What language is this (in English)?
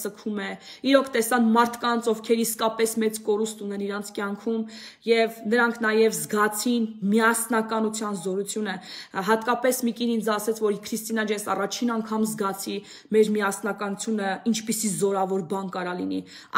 Armenian